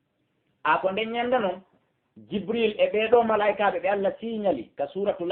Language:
Fula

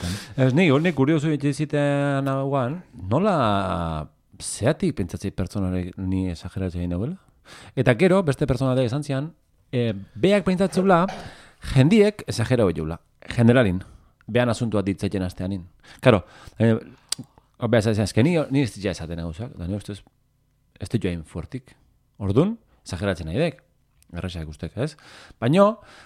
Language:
Basque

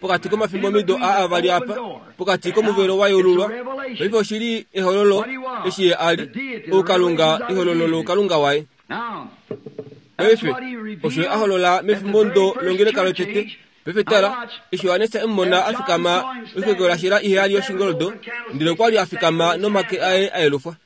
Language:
Kuanyama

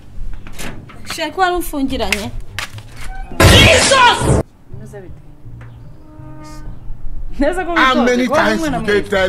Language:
Kinyarwanda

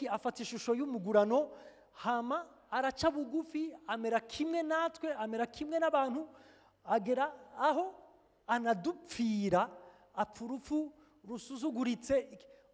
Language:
Rundi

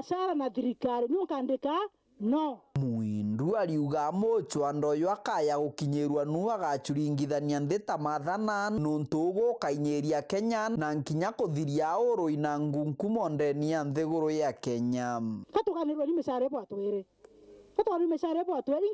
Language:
Meru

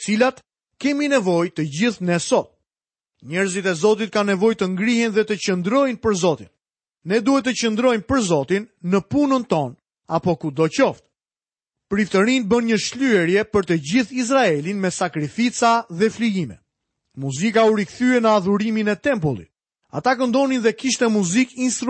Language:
Albanian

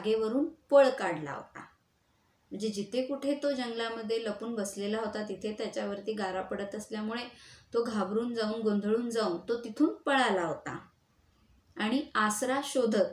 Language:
Marathi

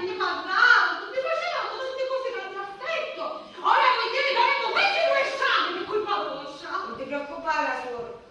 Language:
Sicilian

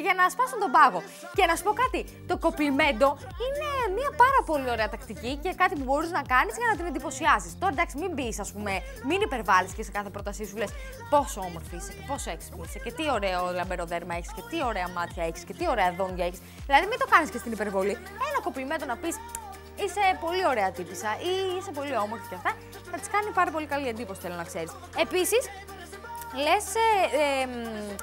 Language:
Greek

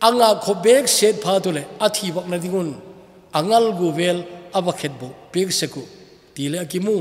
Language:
Thado Chin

